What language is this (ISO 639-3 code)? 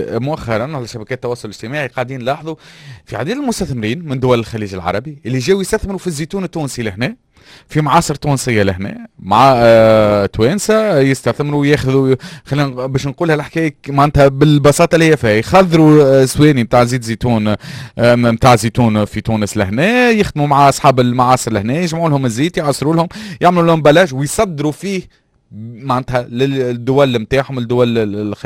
aeb